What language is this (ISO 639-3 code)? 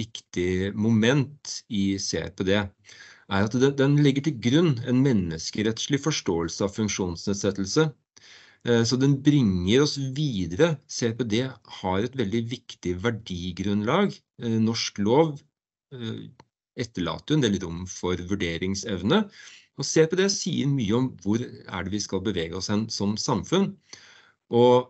nor